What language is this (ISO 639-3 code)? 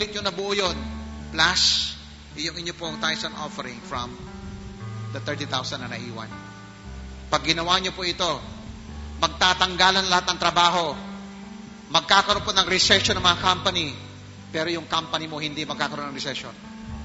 fil